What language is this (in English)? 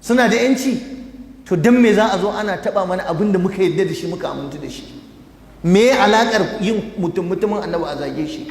Hausa